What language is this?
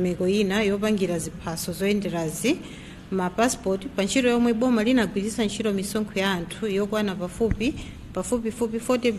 Nyanja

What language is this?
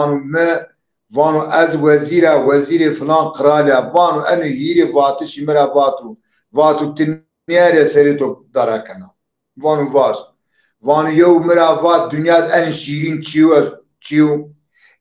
Zaza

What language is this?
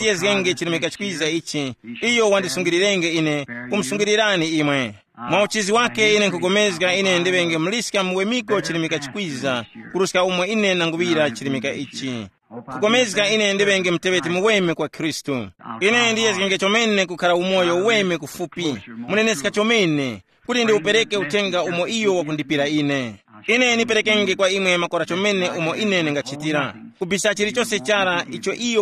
Tumbuka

